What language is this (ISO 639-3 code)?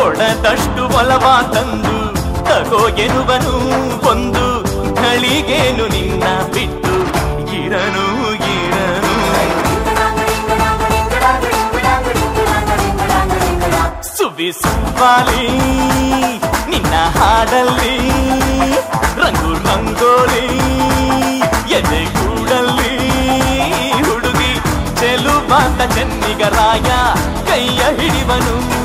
kan